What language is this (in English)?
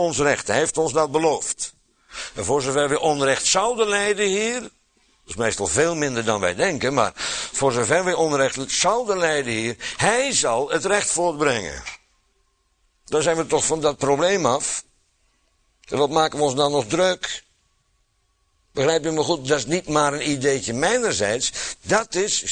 Dutch